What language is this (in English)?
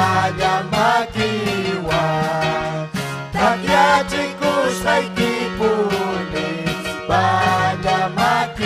Ayacucho Quechua